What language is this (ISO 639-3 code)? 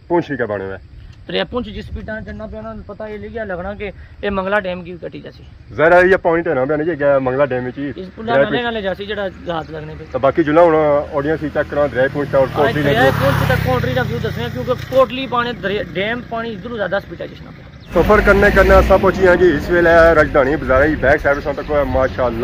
phr